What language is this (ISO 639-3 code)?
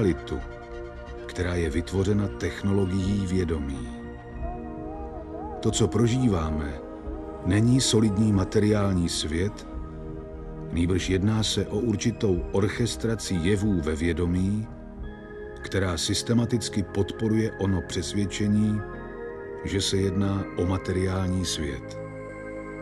ces